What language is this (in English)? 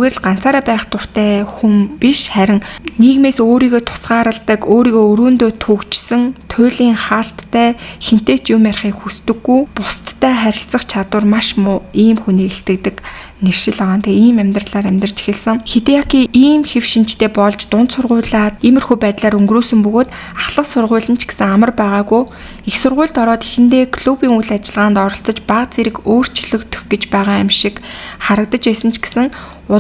Mongolian